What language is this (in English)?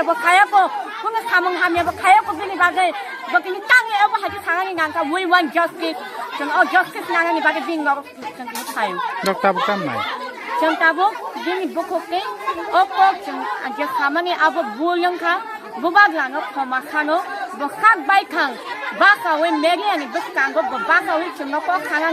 Kok Borok